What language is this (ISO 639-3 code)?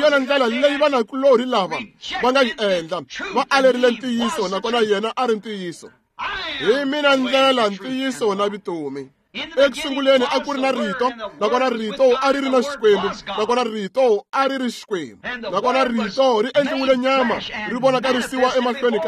tso